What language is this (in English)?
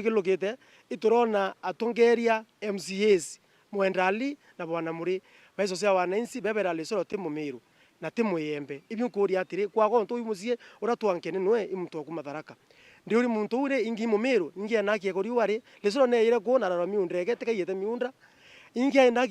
Meru